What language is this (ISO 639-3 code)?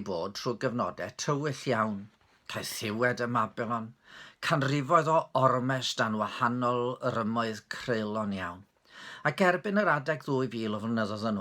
cym